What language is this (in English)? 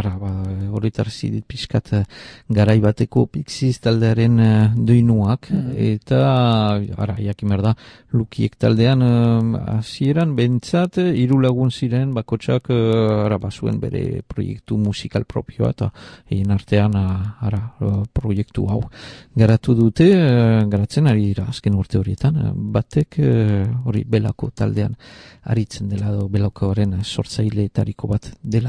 Basque